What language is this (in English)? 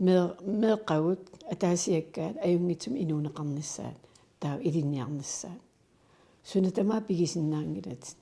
Kalaallisut